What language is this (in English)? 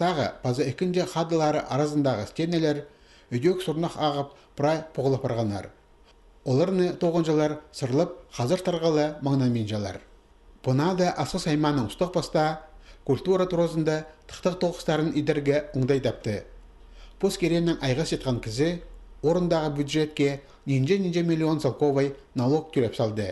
Khakas